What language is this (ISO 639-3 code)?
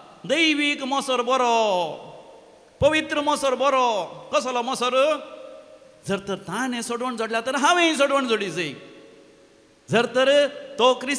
kok